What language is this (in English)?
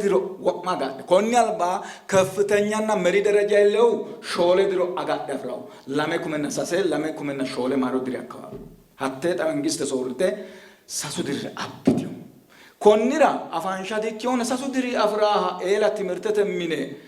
Sidamo